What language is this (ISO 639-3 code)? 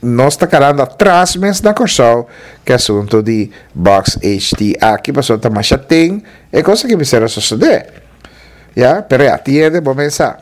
pap